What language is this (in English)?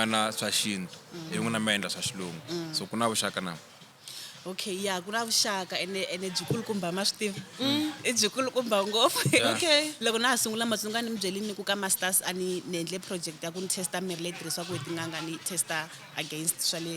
Tsonga